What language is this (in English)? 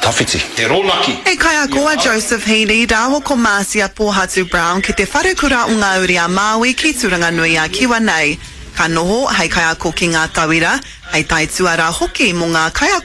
Māori